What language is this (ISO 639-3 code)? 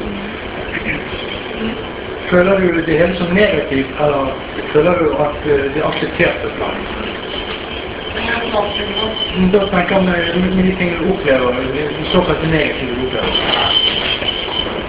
nor